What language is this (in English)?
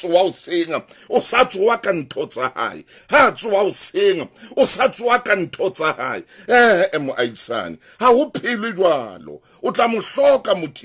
Southern Sotho